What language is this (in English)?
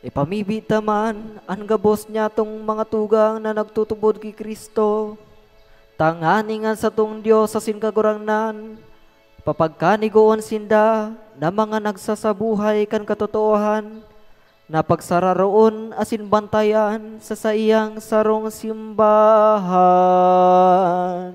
Bikol